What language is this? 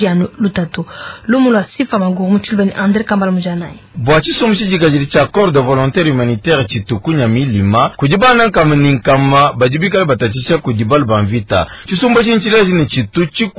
Luba-Lulua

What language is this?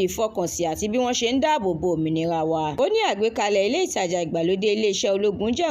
Yoruba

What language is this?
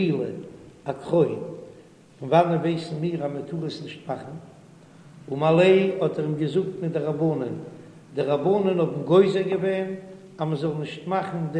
Yiddish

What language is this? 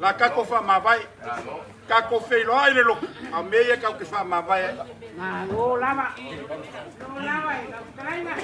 Samoan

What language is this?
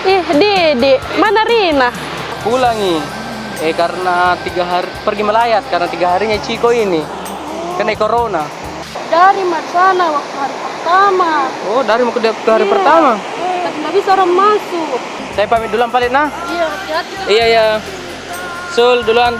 Makassar Malay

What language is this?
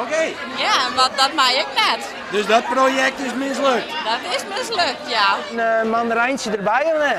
Western Frisian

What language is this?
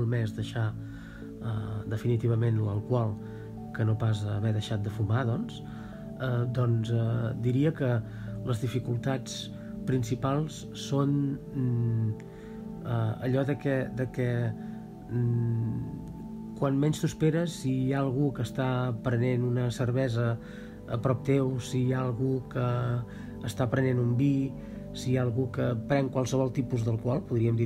Catalan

